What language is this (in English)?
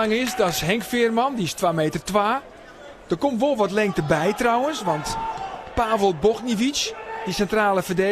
Western Frisian